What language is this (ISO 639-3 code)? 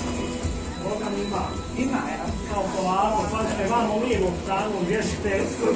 hrv